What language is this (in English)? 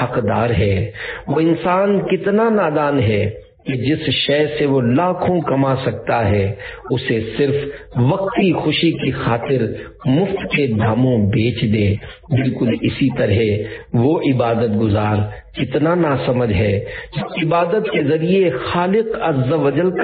Urdu